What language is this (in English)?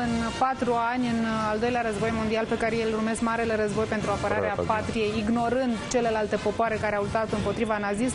Romanian